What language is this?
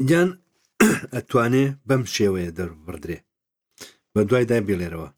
Central Kurdish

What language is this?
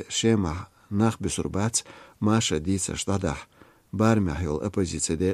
Chechen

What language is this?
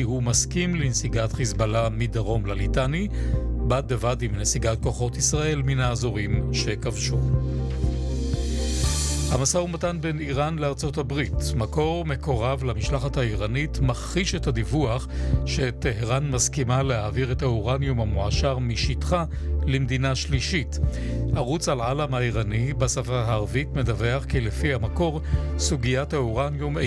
Hebrew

